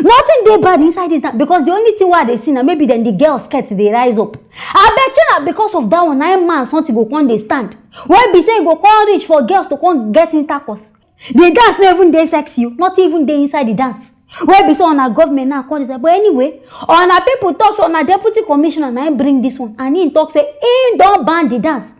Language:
Nigerian Pidgin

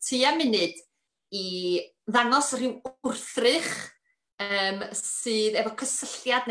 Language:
Welsh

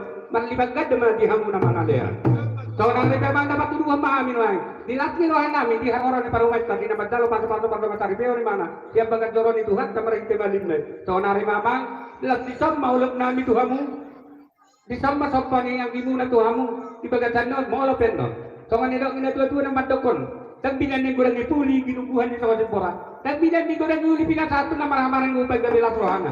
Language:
Batak Toba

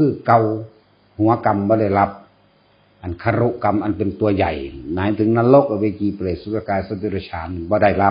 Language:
Northeastern Thai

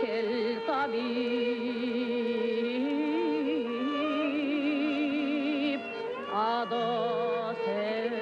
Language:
Crimean Tatar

